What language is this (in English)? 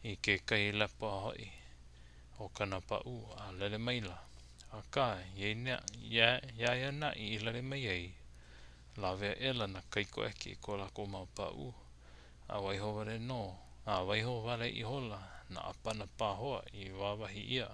Hawaiian